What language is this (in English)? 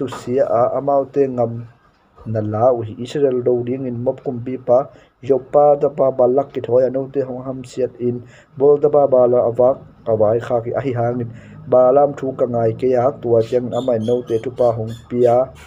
Tedim Chin